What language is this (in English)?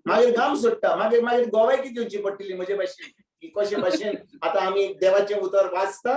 Konkani